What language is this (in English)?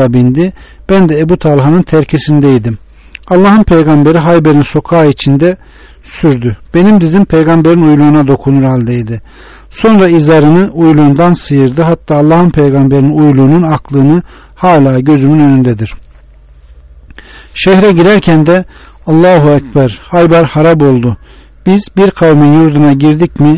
Turkish